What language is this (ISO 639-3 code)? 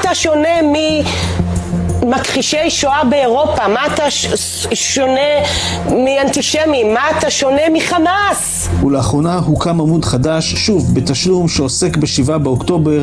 heb